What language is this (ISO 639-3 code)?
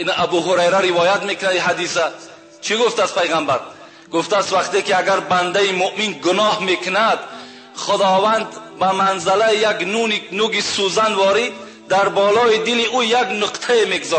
tgk